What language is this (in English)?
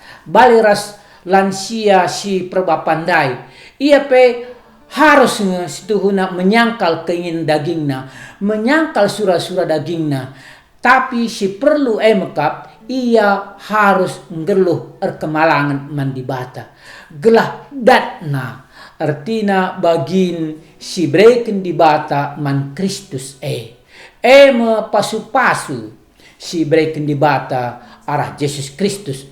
Batak Karo